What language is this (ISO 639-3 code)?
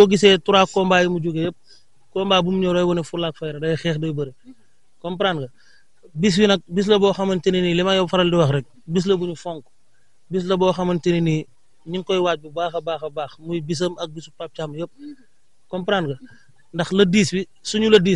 wol